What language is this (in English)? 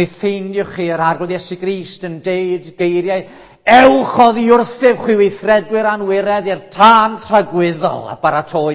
Welsh